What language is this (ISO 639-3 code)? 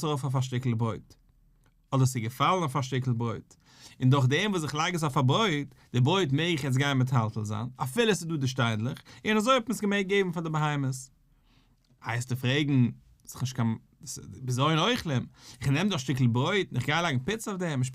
yid